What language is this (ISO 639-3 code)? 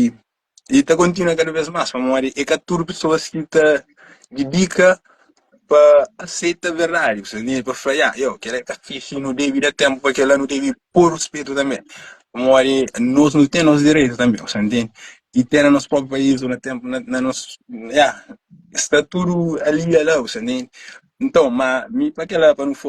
kea